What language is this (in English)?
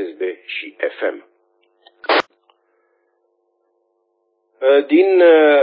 Romanian